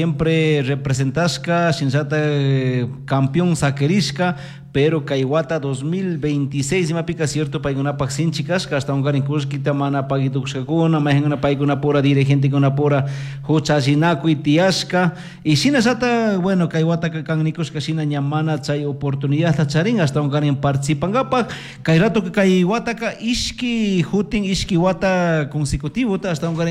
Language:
Chimborazo Highland Quichua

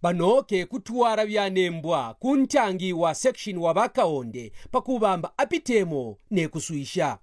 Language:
Kaonde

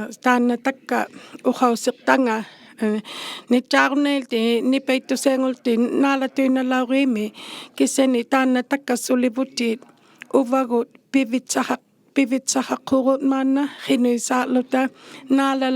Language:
Inuktitut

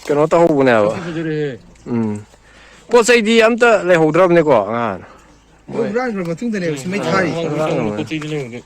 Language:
Manipuri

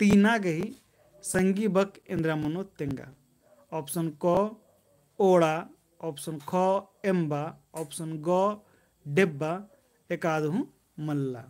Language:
Kurukh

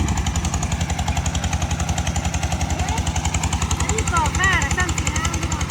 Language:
Northeastern Thai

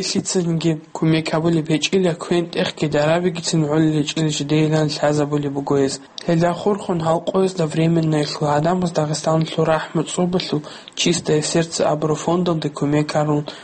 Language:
Avaric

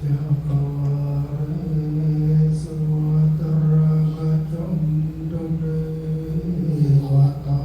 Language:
Pali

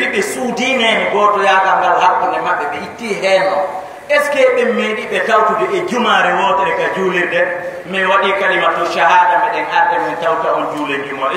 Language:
Fula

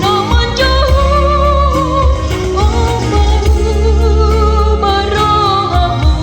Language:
Batak Toba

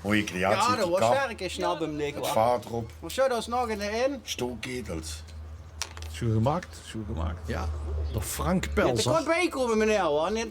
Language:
Limburgish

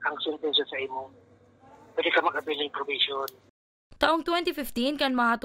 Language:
Bikol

